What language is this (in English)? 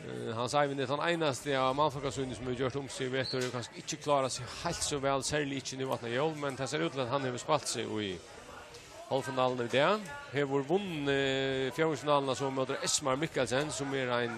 Faroese